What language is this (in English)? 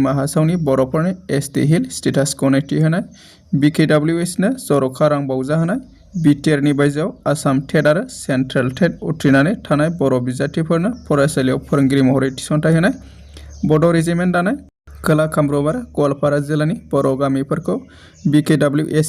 Bodo